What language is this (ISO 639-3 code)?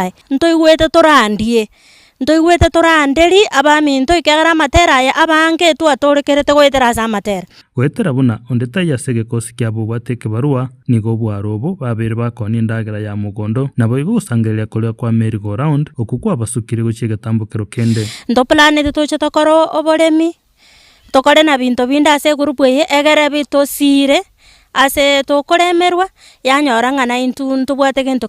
guz